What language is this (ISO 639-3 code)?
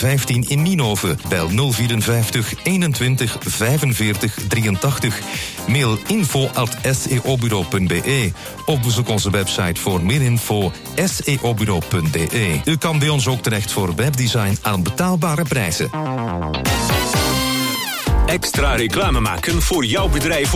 nld